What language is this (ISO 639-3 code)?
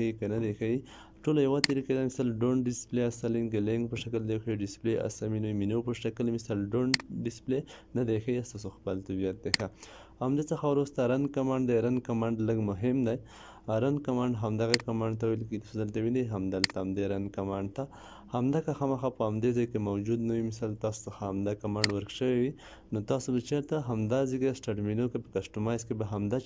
pus